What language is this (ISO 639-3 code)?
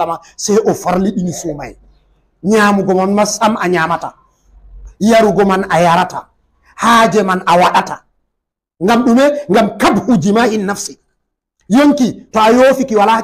ful